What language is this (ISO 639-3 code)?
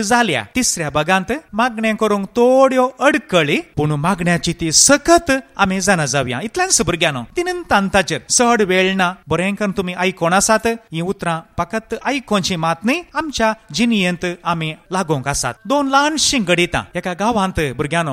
kok